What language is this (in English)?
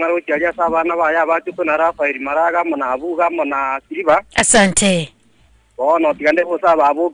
Gusii